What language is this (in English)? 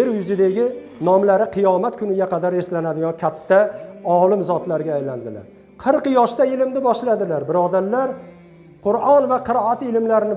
Uzbek